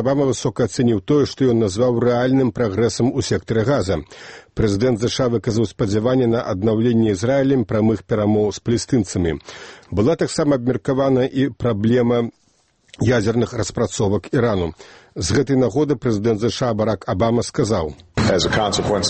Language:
Belarusian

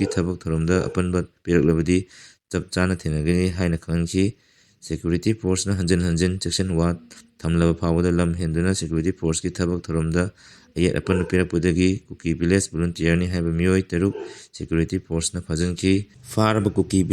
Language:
Manipuri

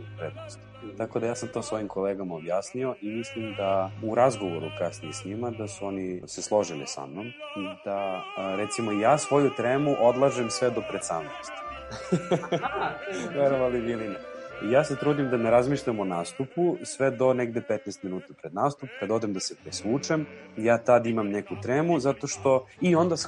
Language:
Serbian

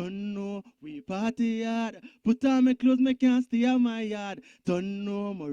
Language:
Jamaican Creole English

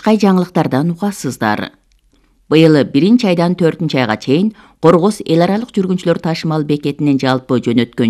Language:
Kyrgyz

